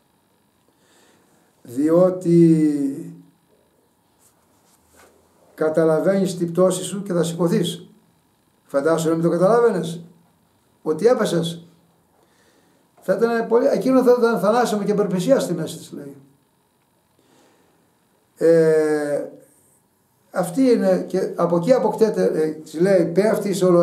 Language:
Greek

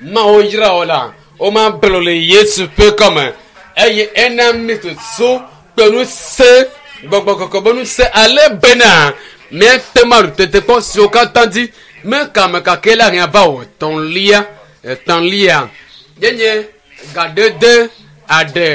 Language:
Ewe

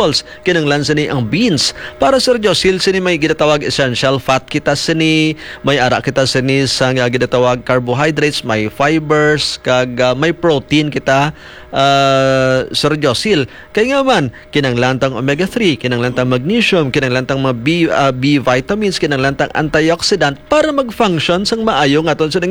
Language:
Hiligaynon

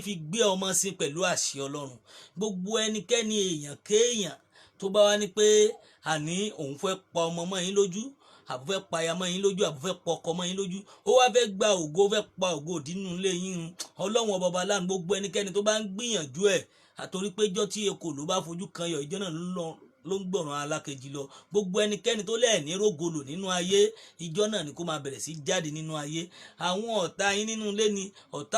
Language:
Yoruba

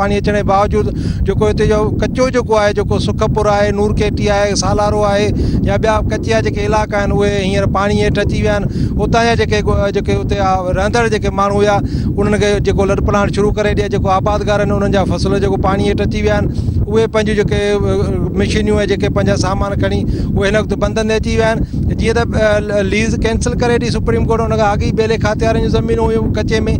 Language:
Sindhi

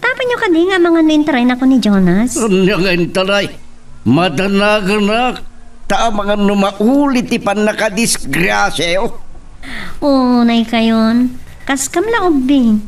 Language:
Iloko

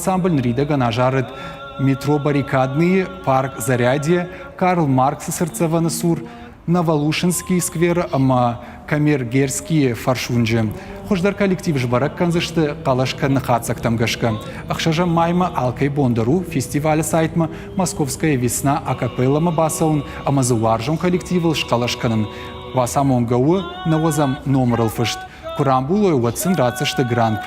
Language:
Ossetic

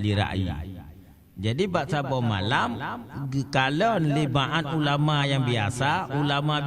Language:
Achinese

